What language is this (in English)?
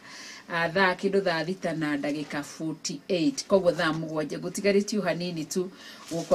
Kikuyu